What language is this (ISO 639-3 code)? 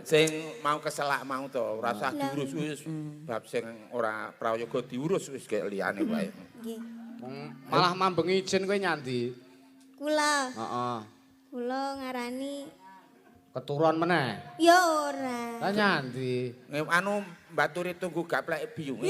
jav